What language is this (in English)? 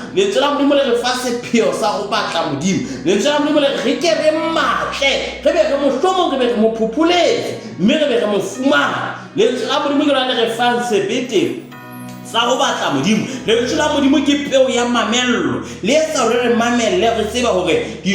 Southern Sotho